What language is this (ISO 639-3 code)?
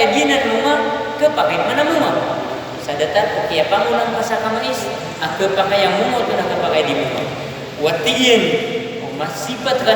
mrw